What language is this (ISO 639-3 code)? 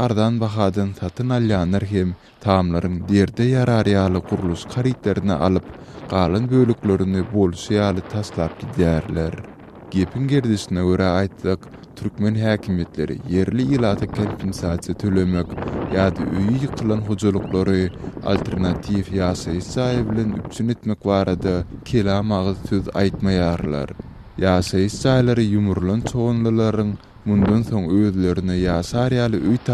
tuk